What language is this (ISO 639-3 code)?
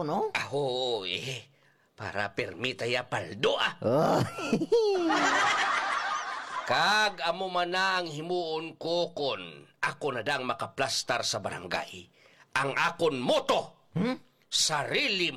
hil